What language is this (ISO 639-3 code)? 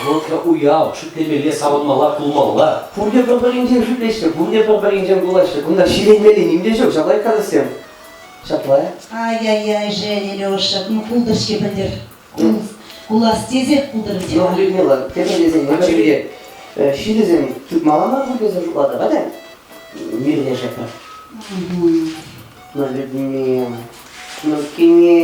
chv